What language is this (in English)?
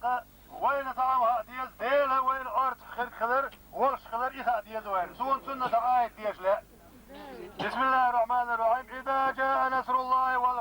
Chechen